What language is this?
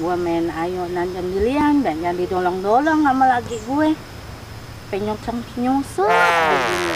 Betawi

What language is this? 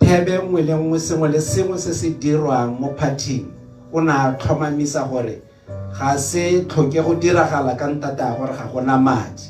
Tswana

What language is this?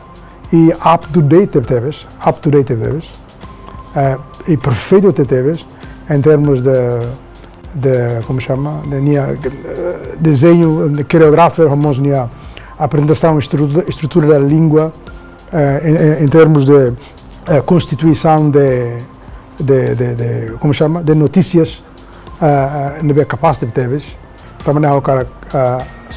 Tetum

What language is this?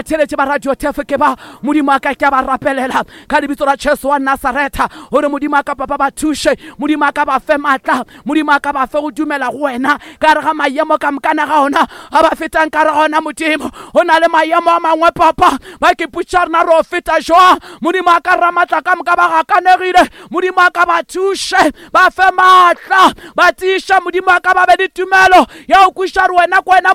Northern Sotho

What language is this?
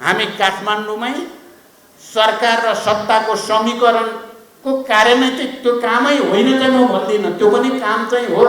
Nepali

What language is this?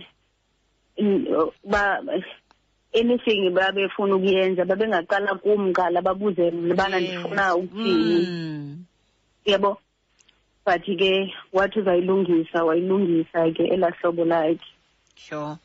Xhosa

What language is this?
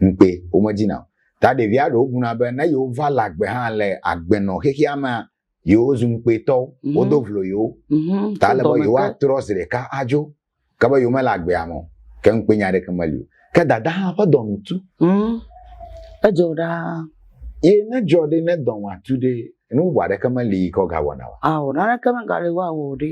Ewe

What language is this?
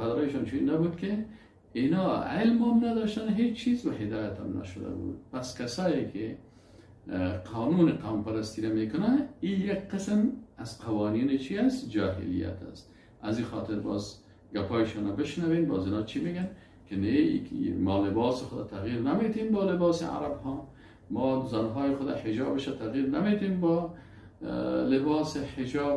Persian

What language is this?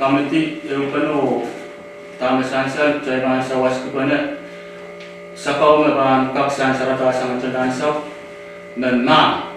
Pohnpeian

